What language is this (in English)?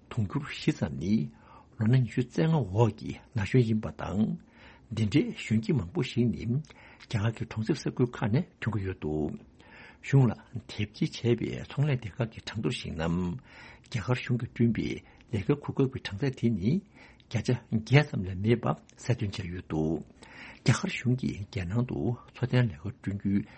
Tibetan